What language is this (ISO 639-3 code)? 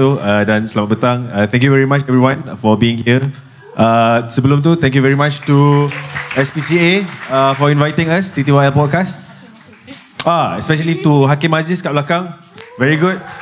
msa